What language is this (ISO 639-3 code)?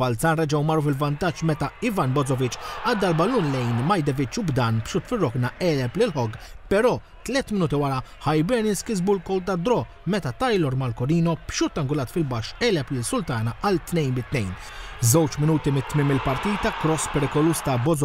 mlt